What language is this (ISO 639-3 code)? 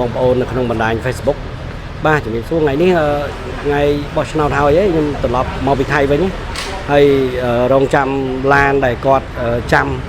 khm